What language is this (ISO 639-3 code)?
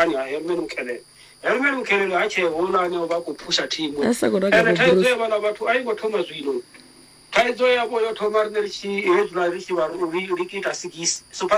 ven